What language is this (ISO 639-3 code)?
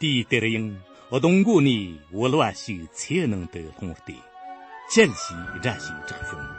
bod